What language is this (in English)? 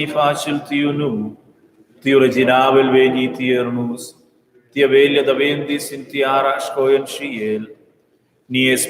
Romansh